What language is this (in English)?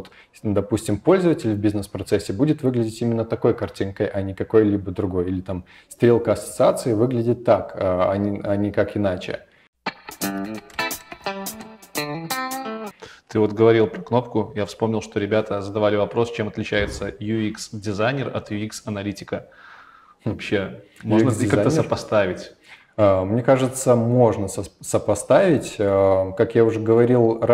Russian